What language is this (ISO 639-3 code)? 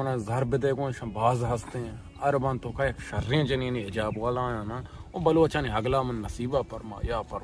bal